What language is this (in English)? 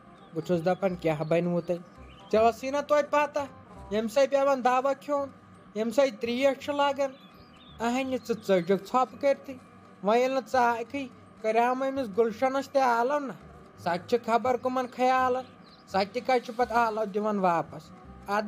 Kashmiri